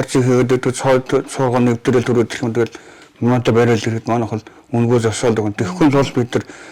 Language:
Mongolian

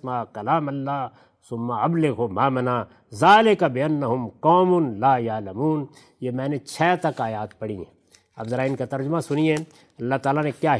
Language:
Urdu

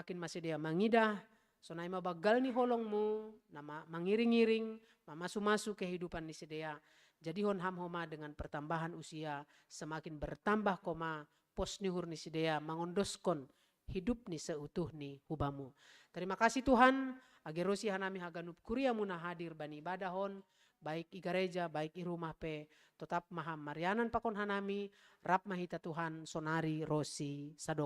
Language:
Batak Simalungun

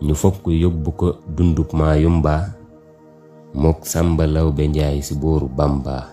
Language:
Wolof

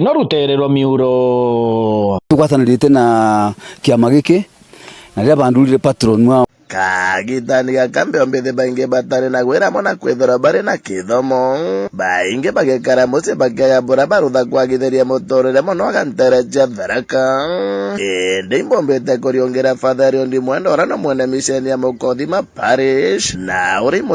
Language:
Meru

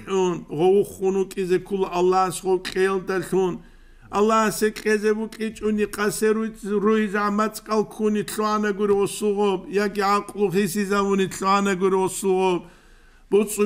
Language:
Avaric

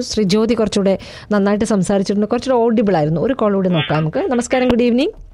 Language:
Malayalam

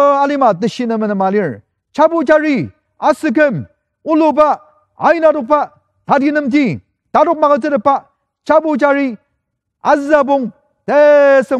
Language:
Ao Naga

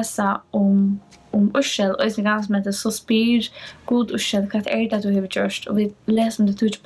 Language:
Faroese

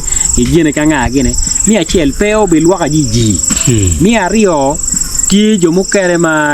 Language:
Acoli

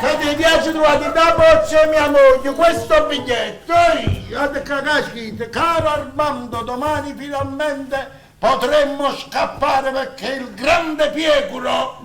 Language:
Neapolitan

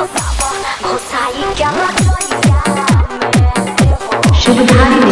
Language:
Bhojpuri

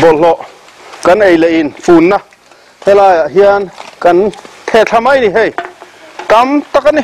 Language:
Mizo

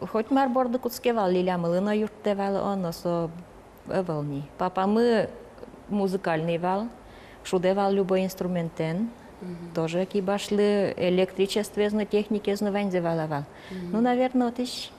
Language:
Udmurt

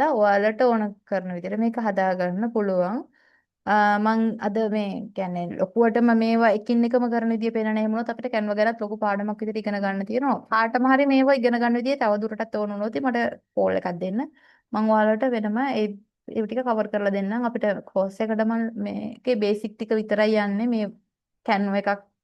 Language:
Sinhala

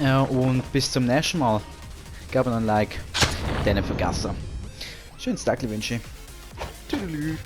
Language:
Swiss German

